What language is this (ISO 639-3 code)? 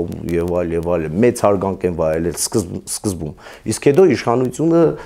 hye